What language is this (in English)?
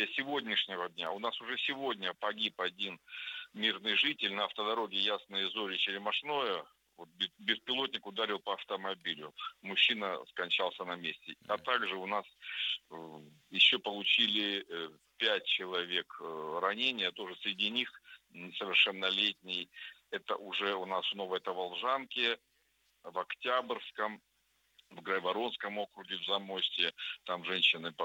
Russian